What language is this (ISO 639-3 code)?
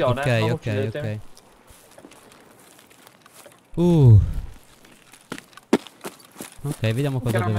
ita